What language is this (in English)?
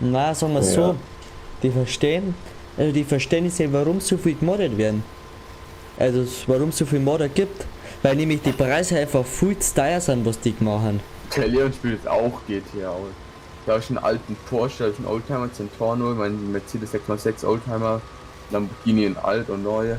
Bavarian